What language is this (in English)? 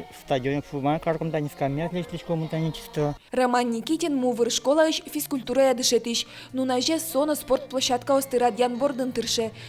Udmurt